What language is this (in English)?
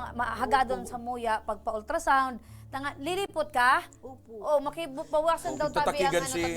Bikol